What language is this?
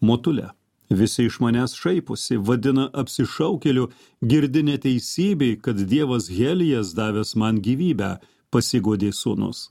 Lithuanian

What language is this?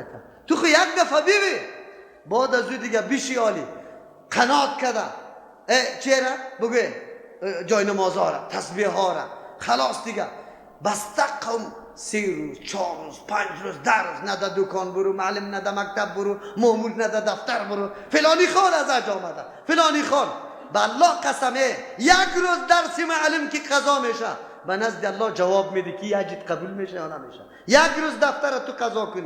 Persian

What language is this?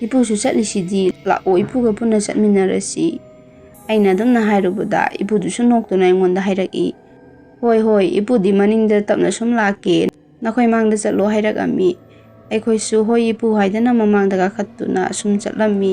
Manipuri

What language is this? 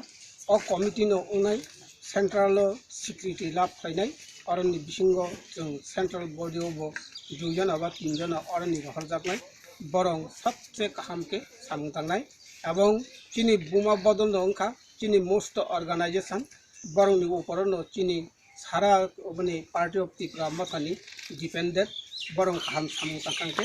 Kok Borok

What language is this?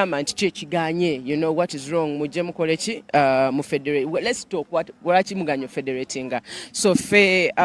Ganda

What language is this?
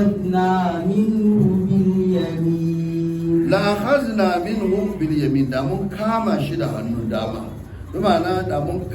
Hausa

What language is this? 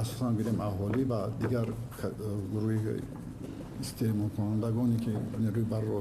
Tajik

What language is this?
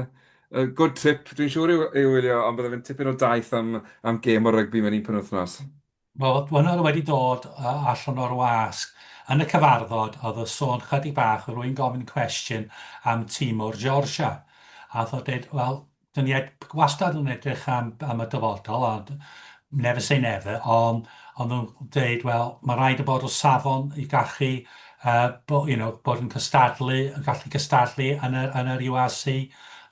Welsh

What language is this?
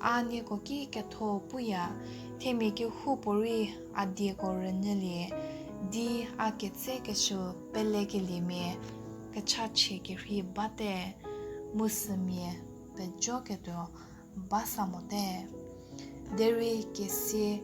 Angami Naga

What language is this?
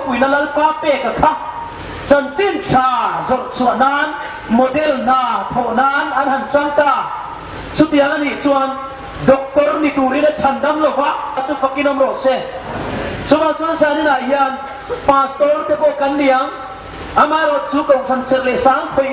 Hmar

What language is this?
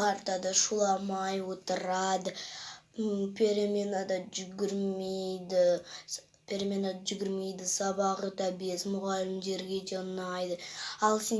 Kazakh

